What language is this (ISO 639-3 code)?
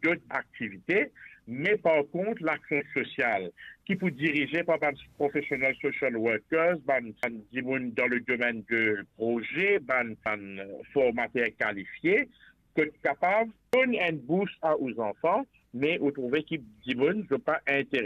mfe